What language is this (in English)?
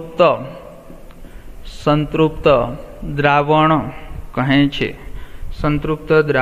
Gujarati